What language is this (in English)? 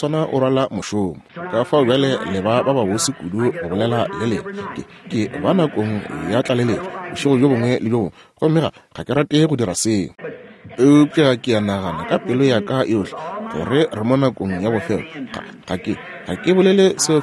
Northern Sotho